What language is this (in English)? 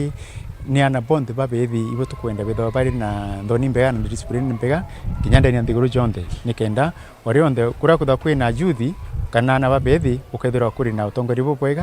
Meru